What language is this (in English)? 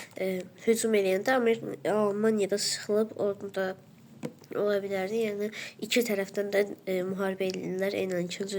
Azerbaijani